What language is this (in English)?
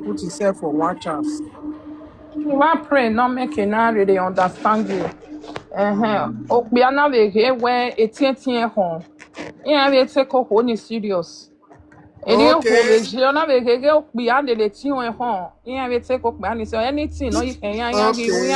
Nigerian Pidgin